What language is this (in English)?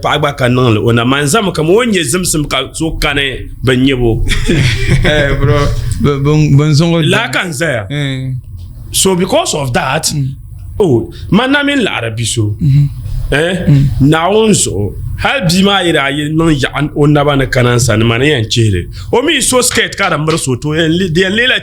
Dagbani